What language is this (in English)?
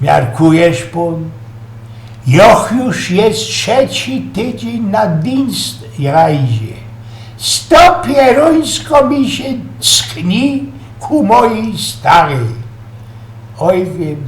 Silesian